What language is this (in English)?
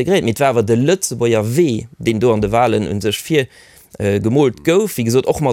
Luxembourgish